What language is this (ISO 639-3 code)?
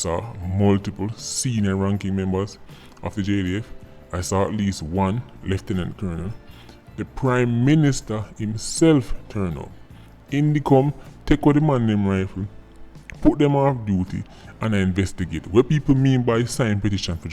jam